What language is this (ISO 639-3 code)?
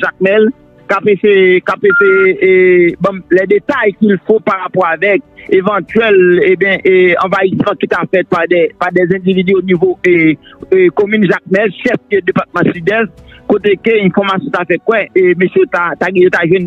hat